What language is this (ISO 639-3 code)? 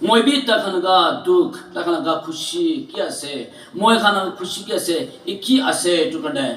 nag